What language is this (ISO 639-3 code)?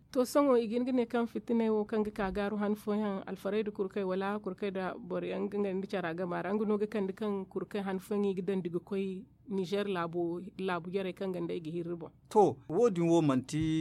dje